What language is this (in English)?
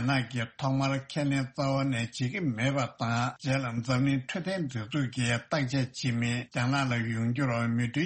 Tibetan